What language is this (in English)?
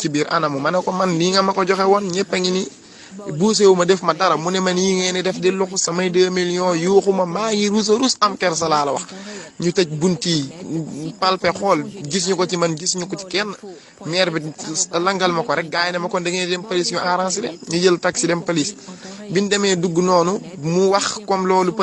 Wolof